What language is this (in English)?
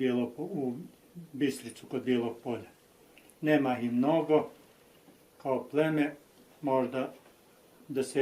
Bosnian